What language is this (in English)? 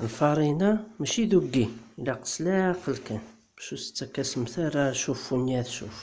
Kabyle